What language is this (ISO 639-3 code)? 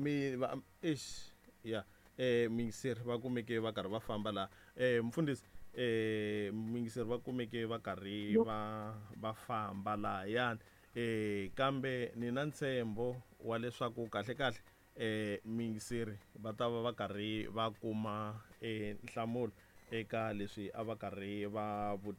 tso